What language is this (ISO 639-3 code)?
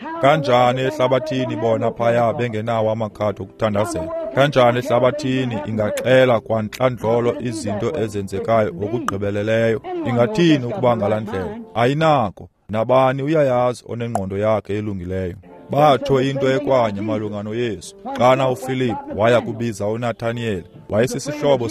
xho